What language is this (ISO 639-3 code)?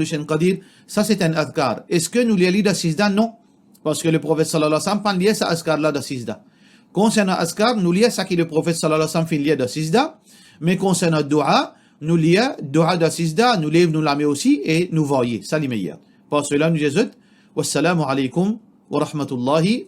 mfe